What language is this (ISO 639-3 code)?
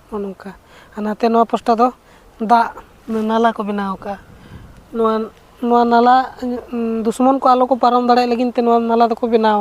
sat